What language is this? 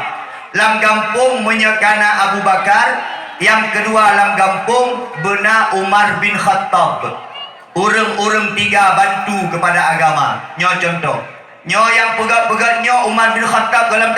Achinese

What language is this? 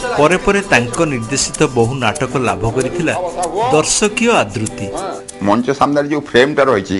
Odia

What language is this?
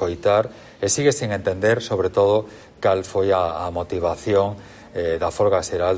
Galician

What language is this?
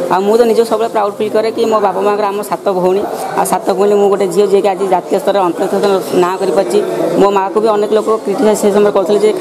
Odia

